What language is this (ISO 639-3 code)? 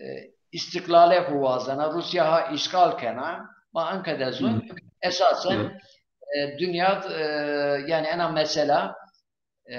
zza